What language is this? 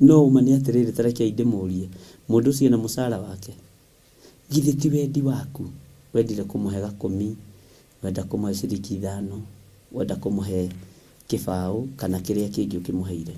Kikuyu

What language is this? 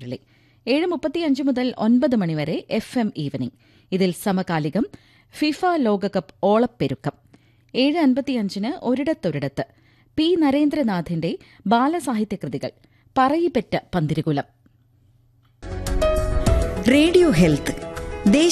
Malayalam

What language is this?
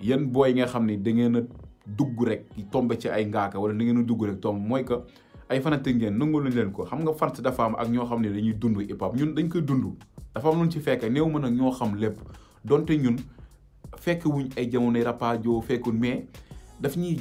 Wolof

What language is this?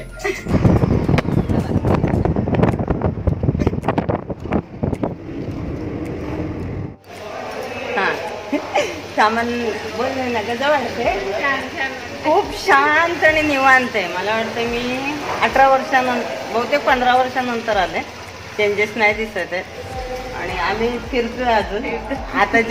Marathi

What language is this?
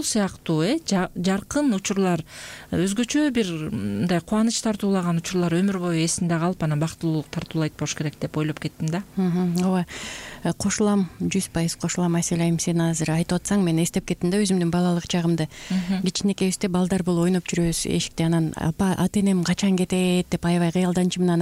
Kyrgyz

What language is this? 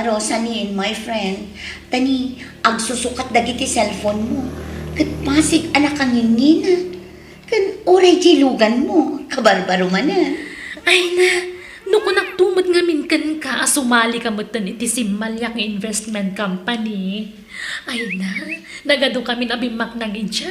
Iloko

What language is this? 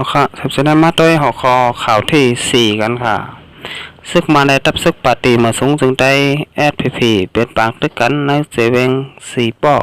Shan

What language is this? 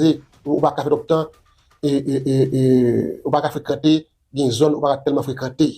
Haitian Creole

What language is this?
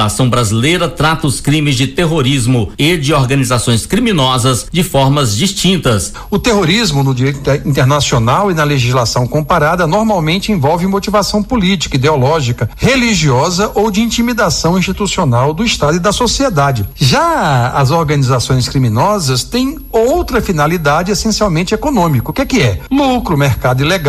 Portuguese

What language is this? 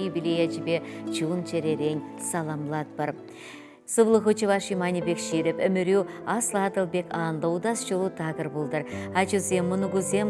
Chuvash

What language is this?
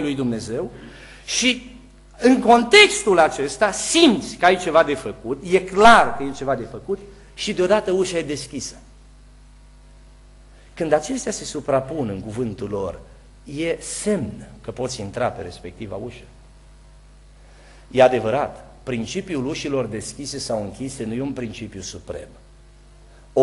Romanian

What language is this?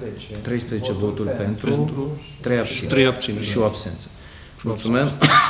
Romanian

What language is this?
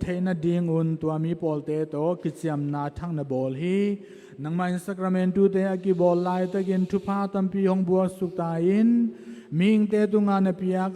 Thado Chin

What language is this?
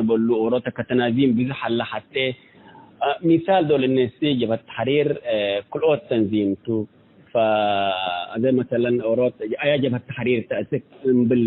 Tigre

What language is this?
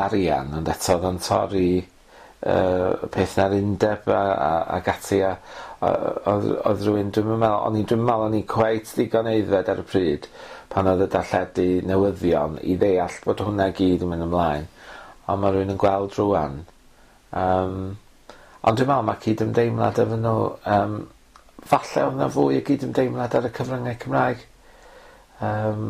Welsh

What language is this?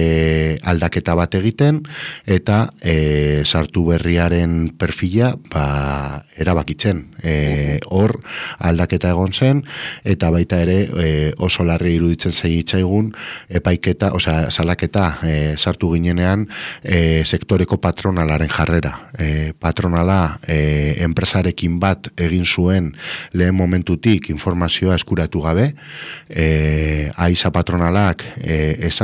Basque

